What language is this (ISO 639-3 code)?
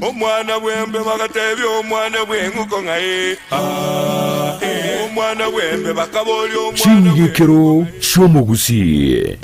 guz